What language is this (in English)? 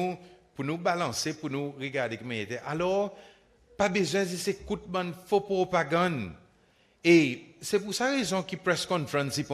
Seselwa Creole French